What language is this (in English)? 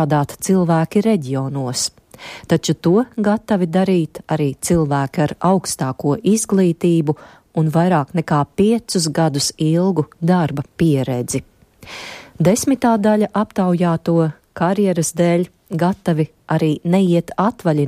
Latvian